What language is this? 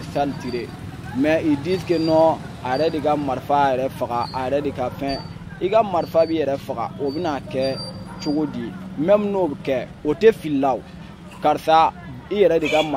Bambara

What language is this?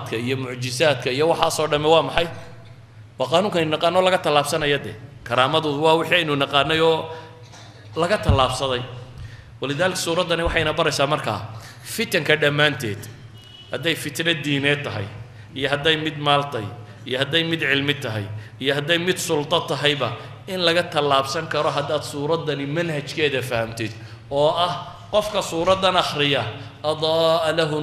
Somali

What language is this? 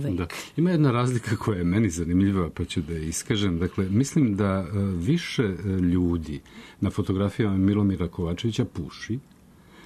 Serbian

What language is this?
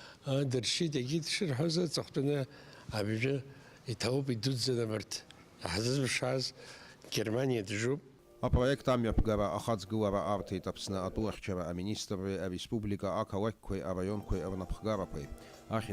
Abkhazian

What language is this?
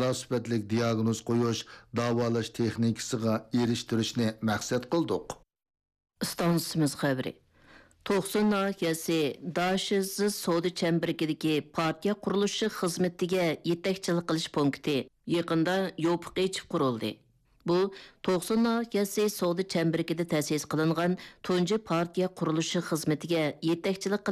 Uyghur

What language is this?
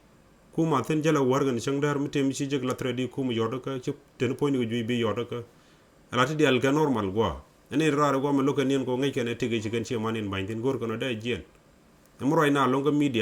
Nuer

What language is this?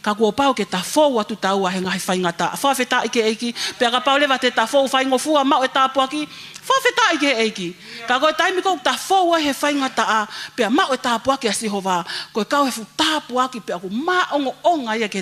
Tongan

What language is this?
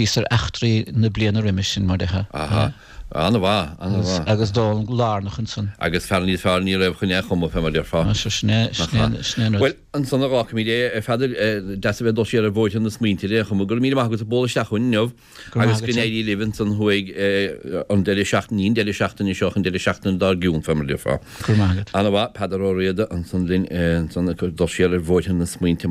Irish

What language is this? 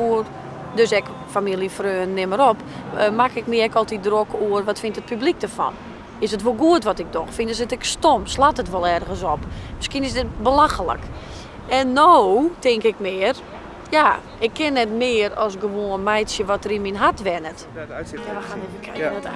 Western Frisian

